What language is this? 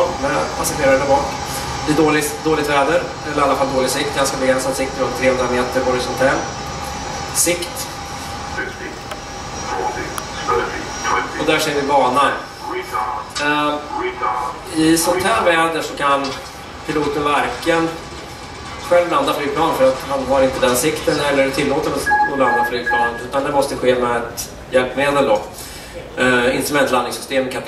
Swedish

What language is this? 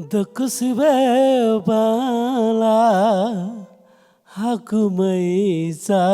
Newari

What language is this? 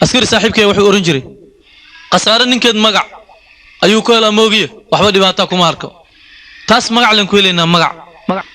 Somali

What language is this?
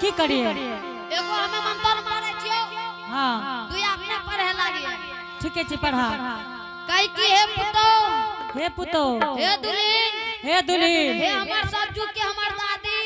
Angika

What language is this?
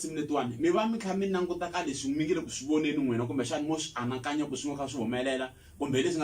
Tsonga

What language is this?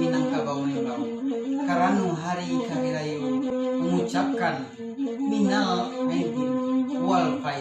Minangkabau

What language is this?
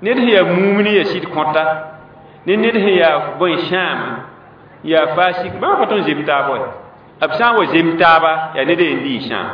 Mossi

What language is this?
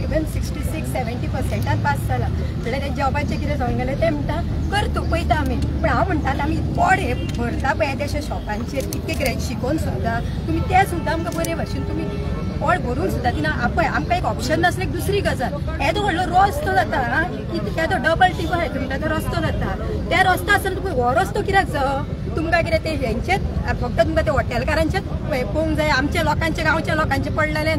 Konkani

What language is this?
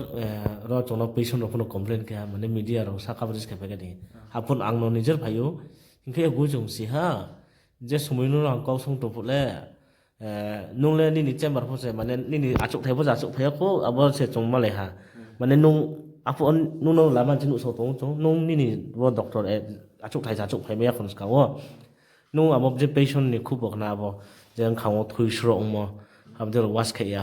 Riang (India)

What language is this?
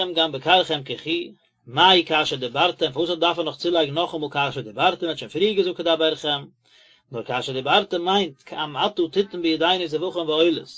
Yiddish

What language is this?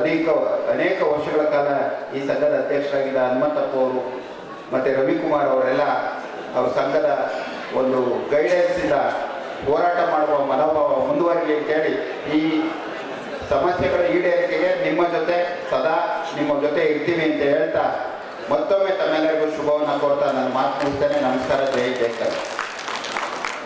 Kannada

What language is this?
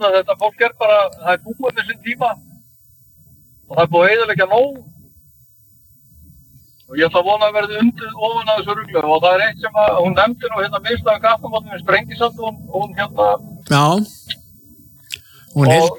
Icelandic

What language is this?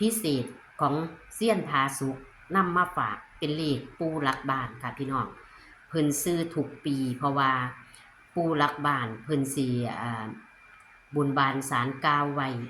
Northeastern Thai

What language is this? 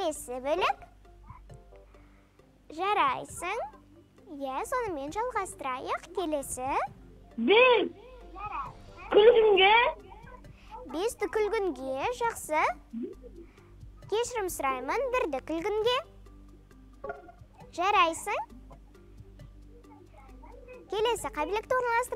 Kazakh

